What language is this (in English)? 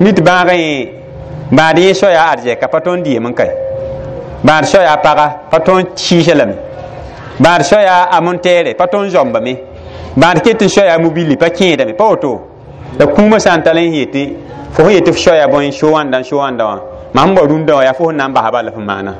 Mossi